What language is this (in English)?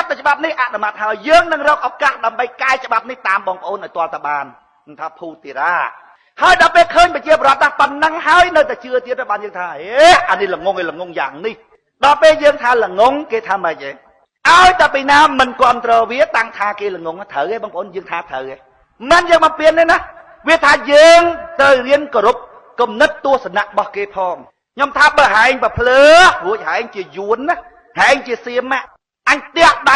Khmer